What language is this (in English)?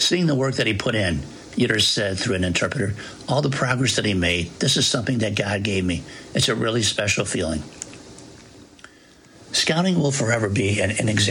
English